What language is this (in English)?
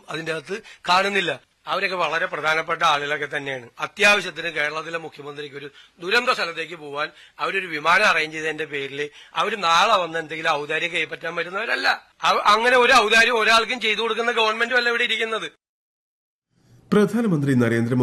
Malayalam